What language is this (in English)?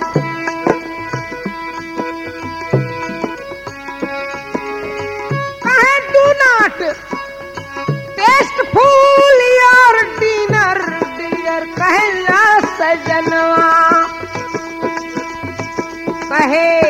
Bhojpuri